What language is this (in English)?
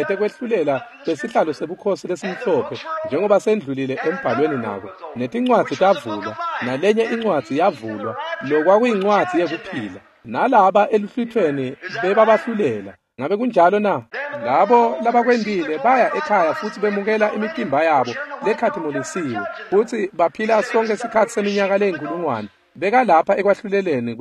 Swati